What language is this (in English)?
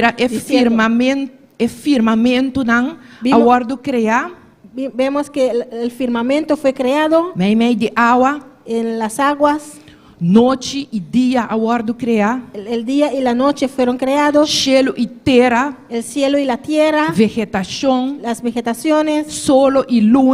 Papiamento